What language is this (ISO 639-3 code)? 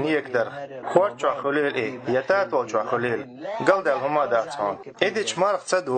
che